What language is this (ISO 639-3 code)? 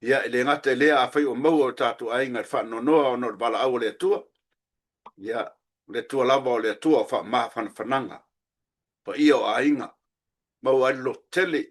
smo